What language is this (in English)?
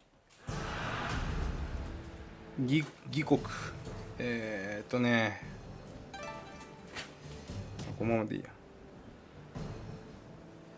Japanese